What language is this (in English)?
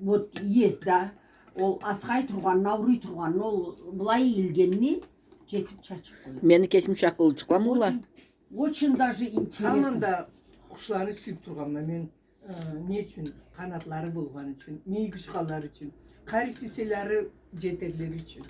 Karachay-Balkar